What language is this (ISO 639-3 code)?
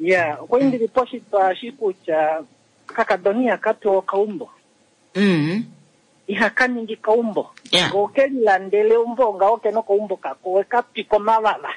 kua